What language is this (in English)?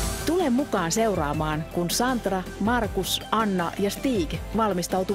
Finnish